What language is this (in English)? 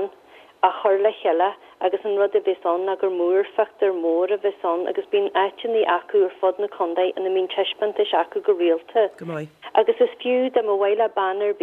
Irish